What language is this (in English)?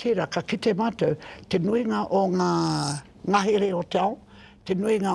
Māori